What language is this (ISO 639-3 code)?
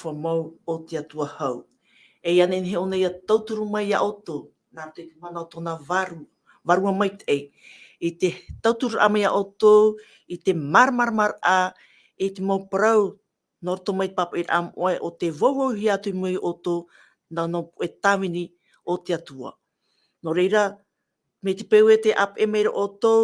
tah